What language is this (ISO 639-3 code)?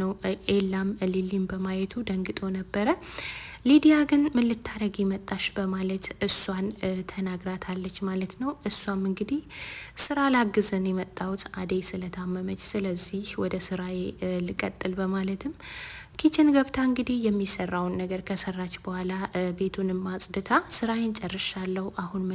amh